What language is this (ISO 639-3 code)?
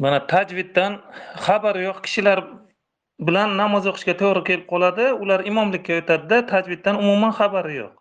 uzb